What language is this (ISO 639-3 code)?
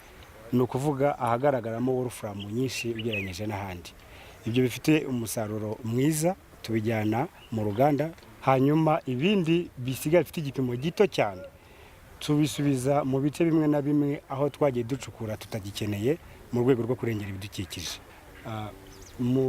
kin